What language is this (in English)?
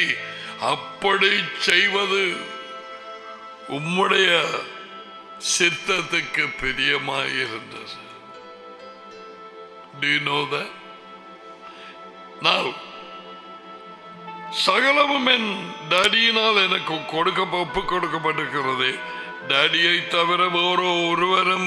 Tamil